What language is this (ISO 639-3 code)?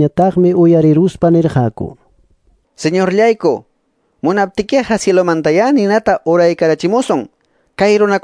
que